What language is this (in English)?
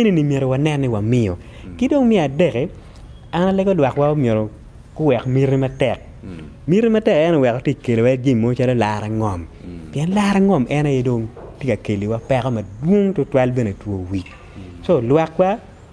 Acoli